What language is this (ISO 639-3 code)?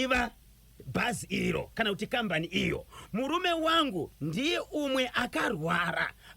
sna